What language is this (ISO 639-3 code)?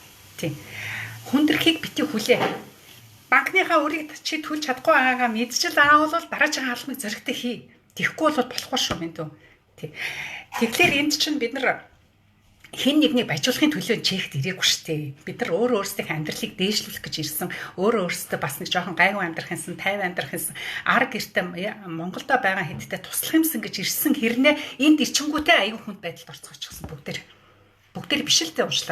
mon